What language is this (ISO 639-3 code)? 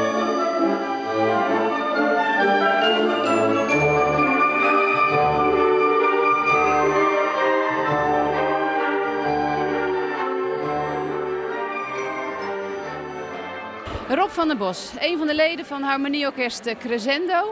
nld